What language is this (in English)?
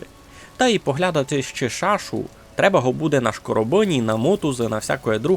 Rusyn